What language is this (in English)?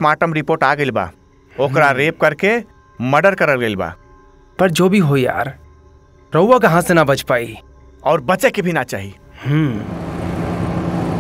Bhojpuri